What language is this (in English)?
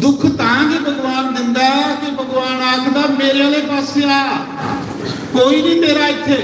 Dogri